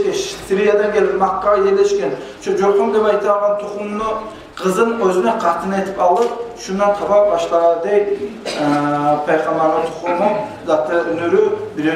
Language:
Kumyk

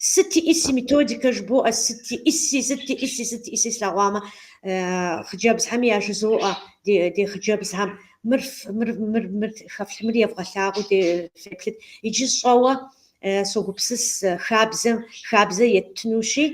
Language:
Kabardian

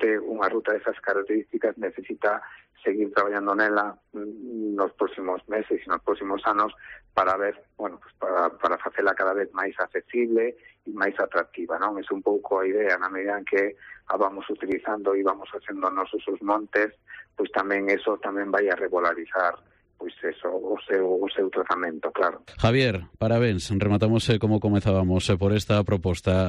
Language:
Galician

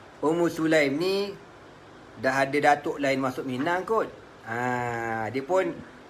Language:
Malay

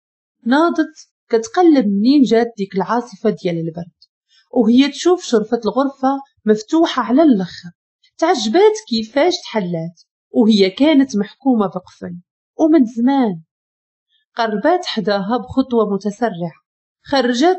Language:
Moroccan Arabic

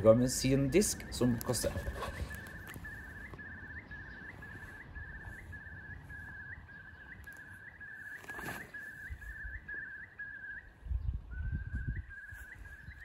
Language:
Norwegian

